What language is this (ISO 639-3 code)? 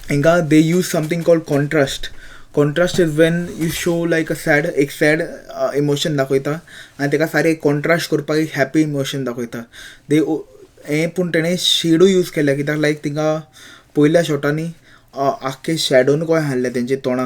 kok